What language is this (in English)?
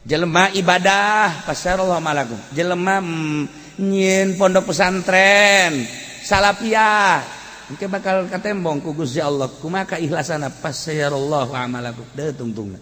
Sundanese